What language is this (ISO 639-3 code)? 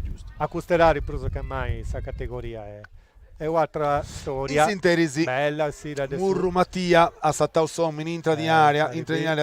srd